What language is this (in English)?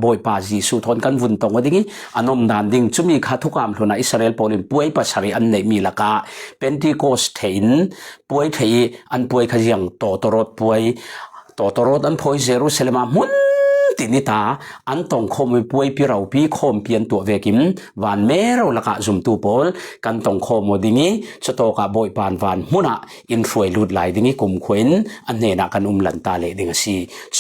Falam Chin